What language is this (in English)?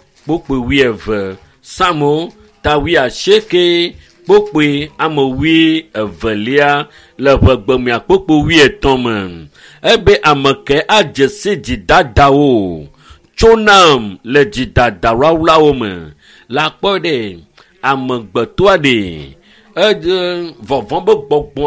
Ewe